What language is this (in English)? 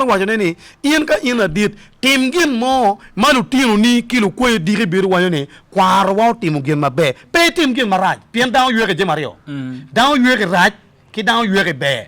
Acoli